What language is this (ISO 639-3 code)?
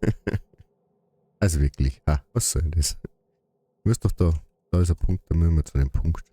bar